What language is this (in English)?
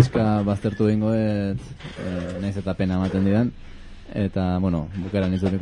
Basque